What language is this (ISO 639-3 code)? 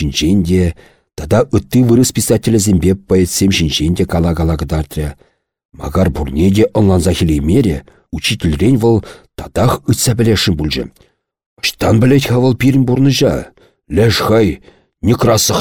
chv